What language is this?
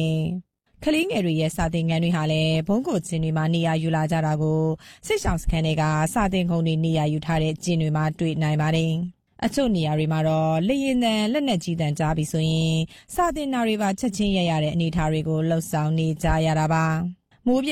Burmese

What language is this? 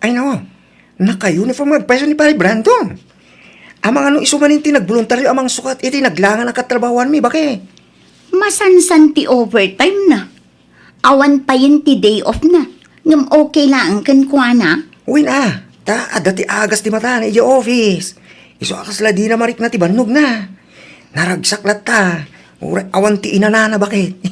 Iloko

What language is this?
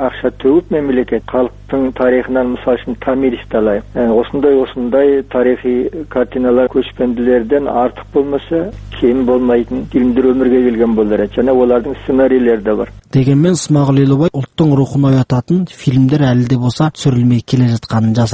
Kazakh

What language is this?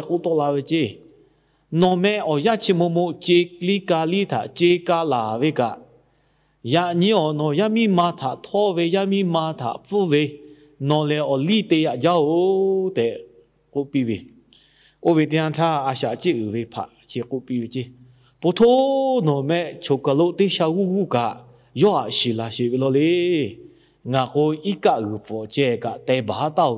Lahu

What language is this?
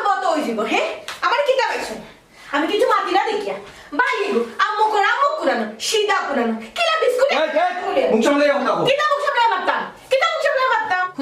Sylheti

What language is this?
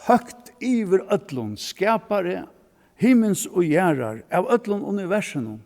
Faroese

